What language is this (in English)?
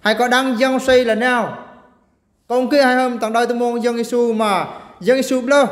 Eastern Bru